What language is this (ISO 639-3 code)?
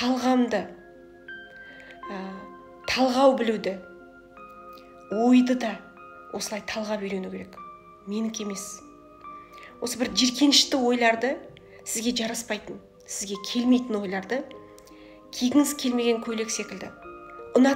kaz